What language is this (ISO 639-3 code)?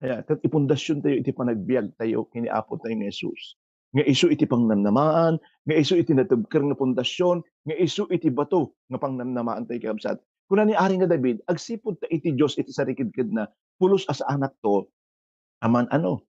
ilo